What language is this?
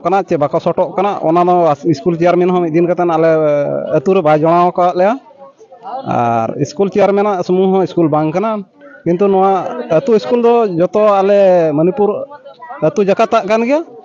Santali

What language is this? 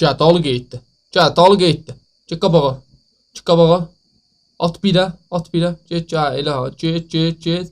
South Azerbaijani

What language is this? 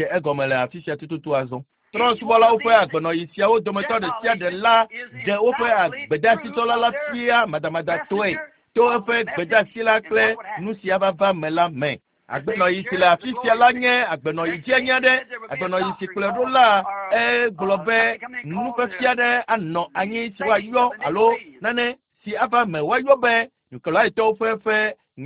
Ewe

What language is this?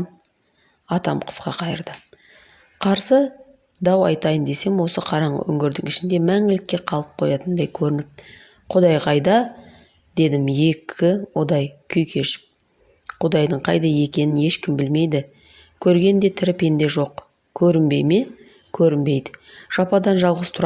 Kazakh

